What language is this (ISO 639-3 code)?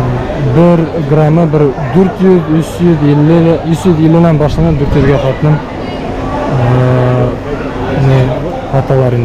bak